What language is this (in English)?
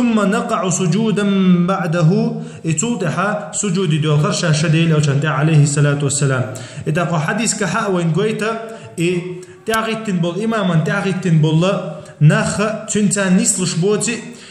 Chechen